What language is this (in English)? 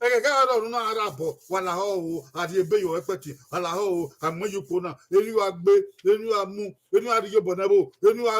Bini